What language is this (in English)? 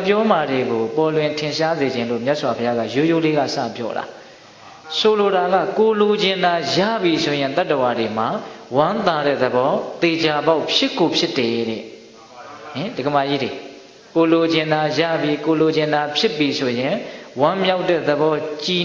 Burmese